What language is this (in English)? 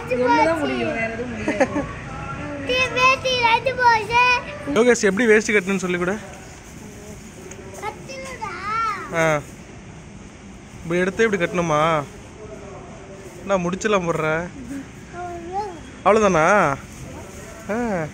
Tamil